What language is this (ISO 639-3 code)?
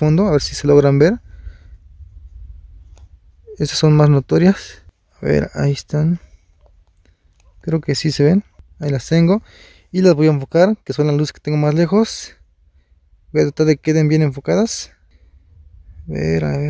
spa